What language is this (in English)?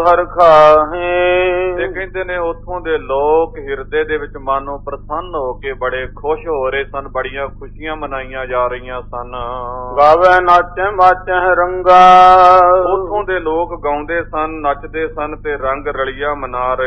Punjabi